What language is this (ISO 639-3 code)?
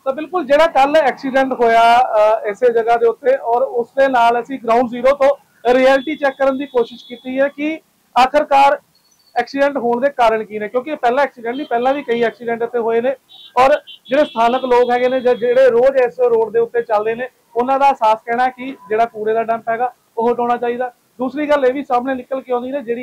pan